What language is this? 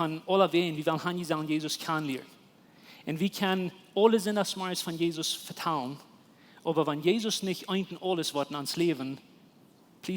Plautdietsch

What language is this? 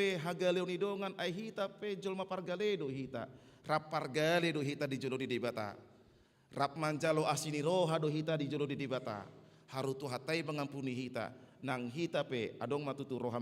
Batak Toba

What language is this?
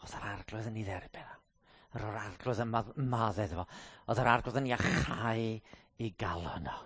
Welsh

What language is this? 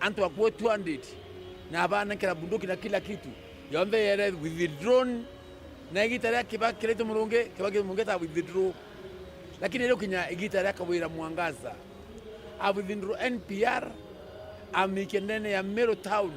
Meru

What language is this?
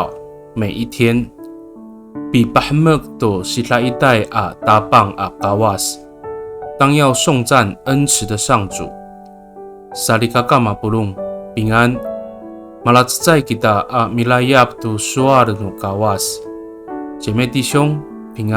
Amis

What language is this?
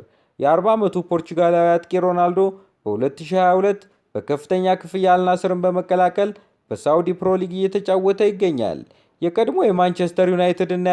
Amharic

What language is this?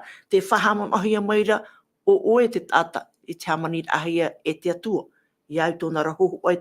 Tahitian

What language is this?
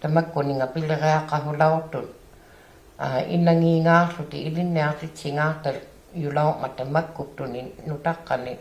Inuktitut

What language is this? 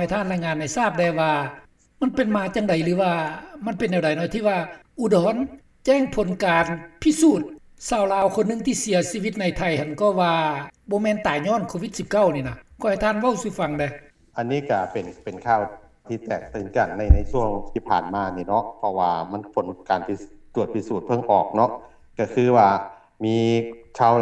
Lao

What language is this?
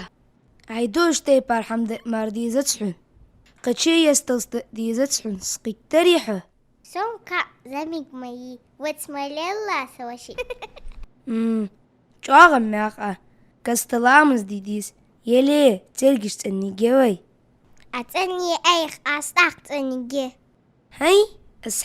Ingush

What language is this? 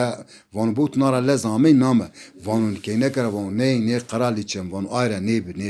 Zaza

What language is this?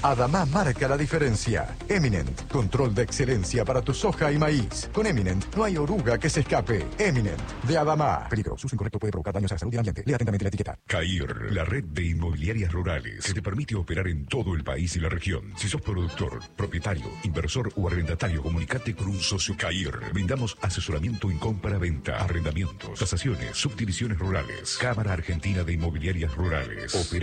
Spanish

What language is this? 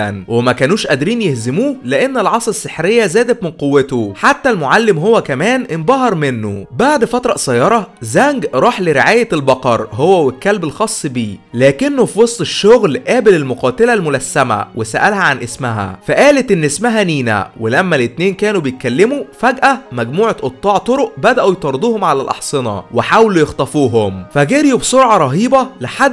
Egyptian Arabic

